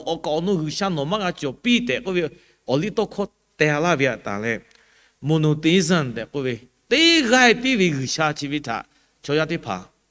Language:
Lahu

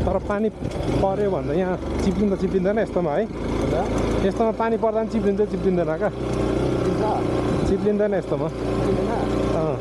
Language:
Nepali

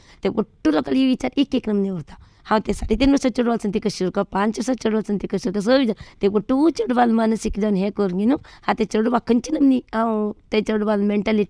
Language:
Konkani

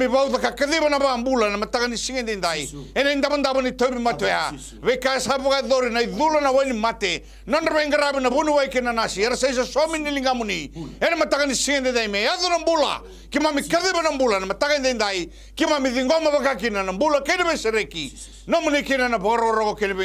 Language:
Fijian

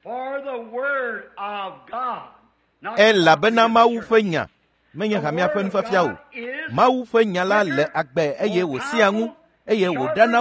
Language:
Ewe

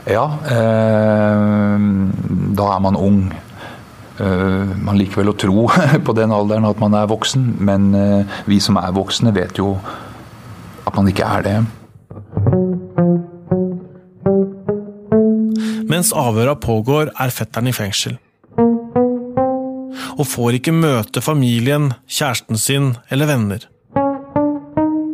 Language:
Norwegian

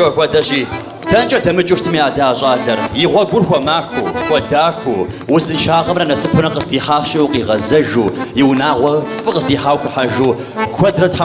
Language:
Kabardian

